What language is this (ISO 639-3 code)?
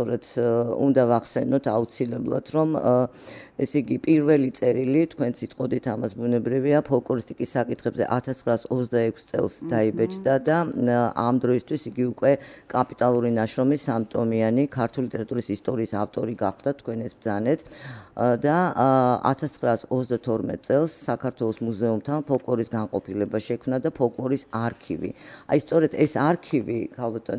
kat